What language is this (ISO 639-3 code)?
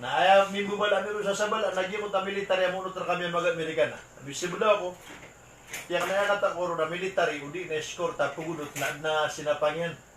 mrw